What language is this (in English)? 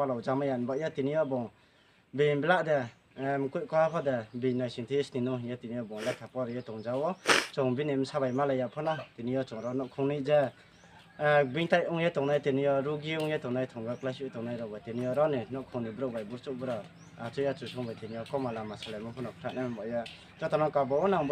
Riang (India)